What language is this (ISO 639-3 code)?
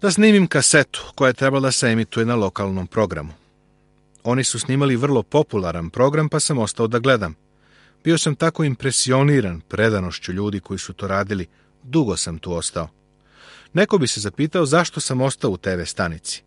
srp